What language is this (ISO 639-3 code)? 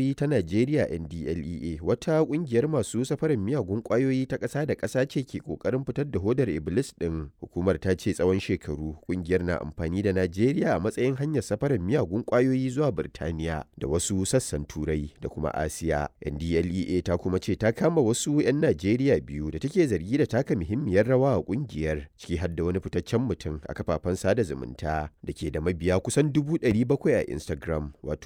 hau